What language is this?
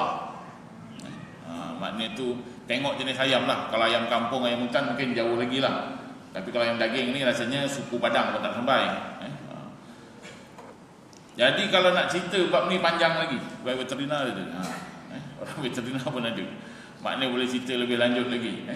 Malay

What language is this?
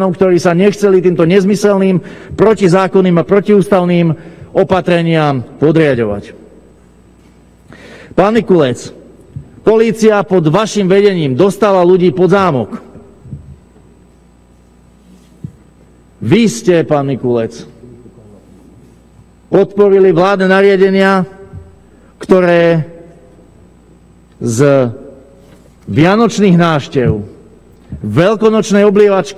Slovak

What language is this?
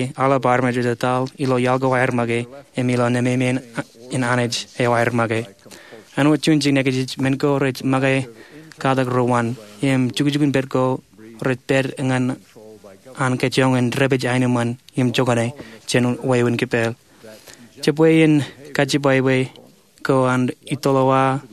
Marshallese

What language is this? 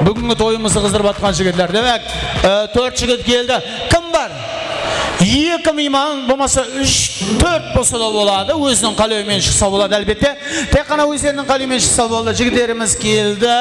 Kara-Kalpak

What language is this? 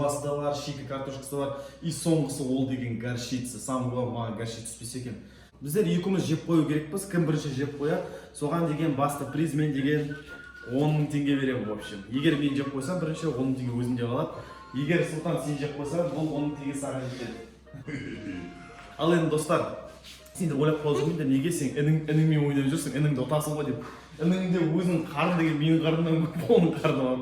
Kazakh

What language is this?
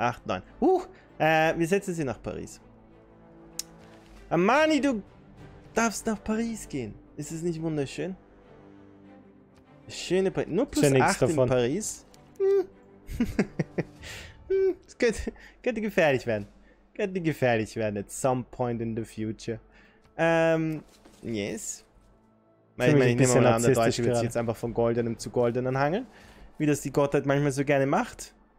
German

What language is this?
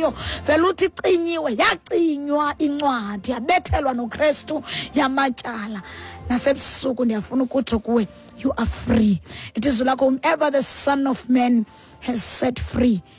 Xhosa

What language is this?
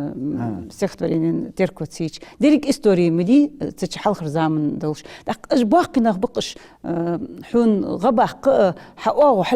Ingush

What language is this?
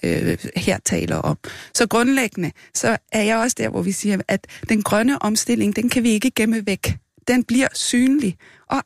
Danish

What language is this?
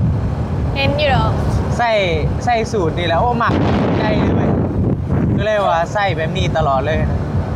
Northeastern Thai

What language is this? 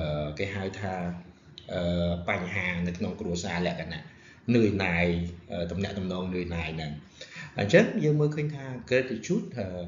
Khmer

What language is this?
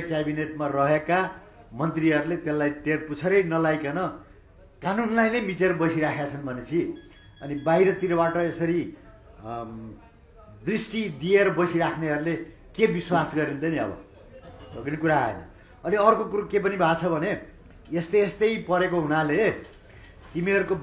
Nepali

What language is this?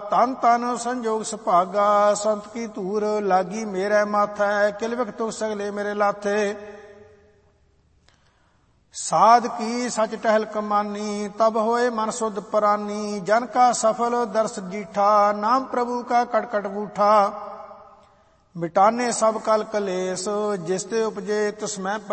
Punjabi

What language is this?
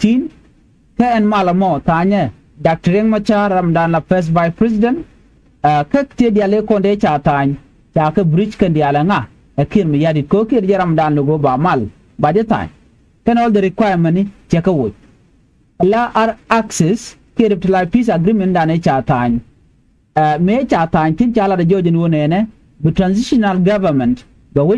Nuer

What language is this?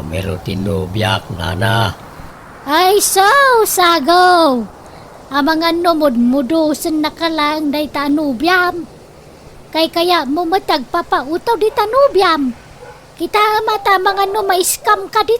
Iloko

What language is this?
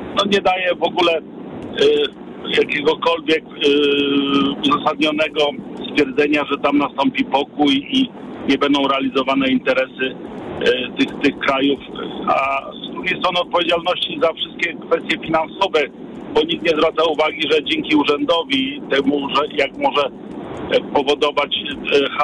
Polish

